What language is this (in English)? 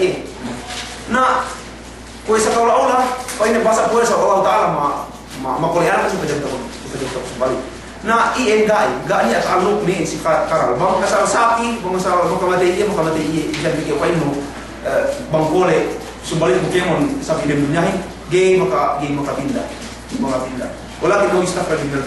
Yakan